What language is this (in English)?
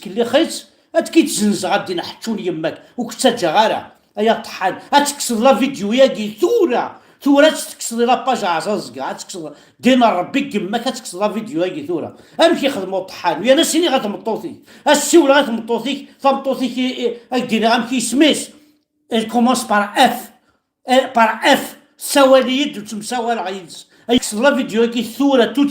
Kabyle